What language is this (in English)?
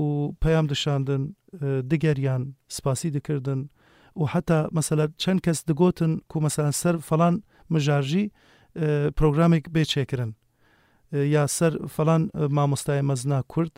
Kurdish